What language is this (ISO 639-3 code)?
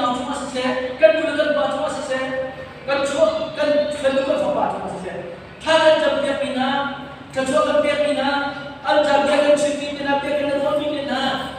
cnh